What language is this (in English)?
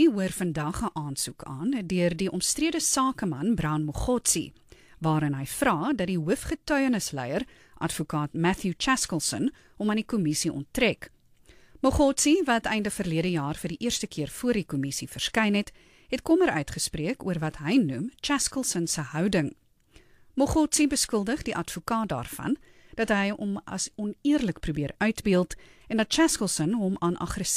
Afrikaans